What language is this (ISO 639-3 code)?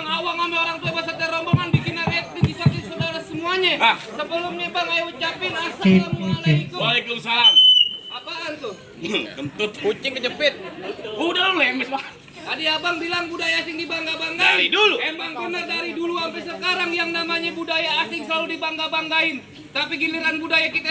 bew